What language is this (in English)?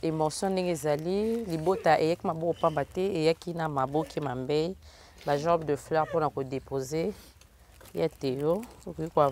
Lingala